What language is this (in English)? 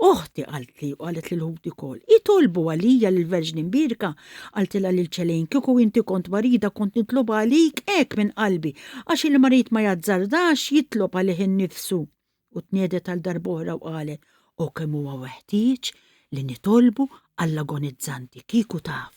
Maltese